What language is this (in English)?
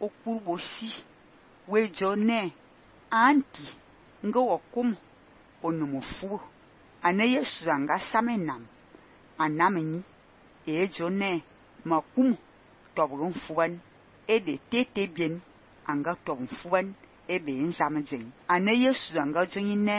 Fang